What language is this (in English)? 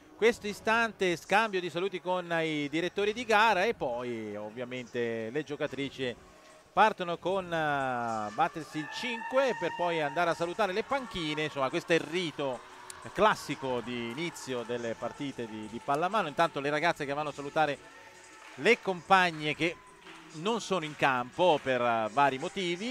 Italian